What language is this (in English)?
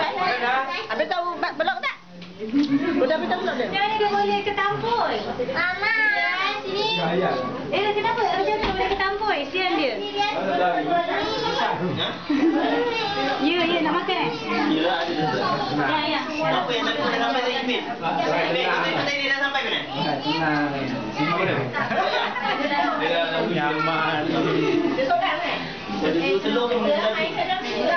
Malay